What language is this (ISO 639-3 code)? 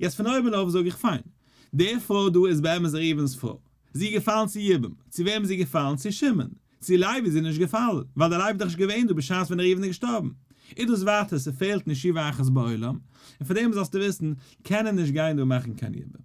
yid